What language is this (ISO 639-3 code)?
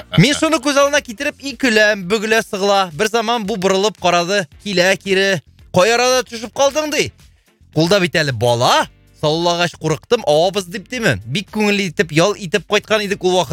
tat